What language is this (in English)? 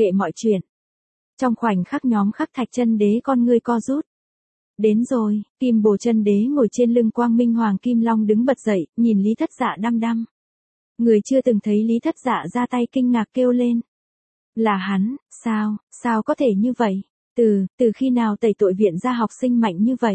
Vietnamese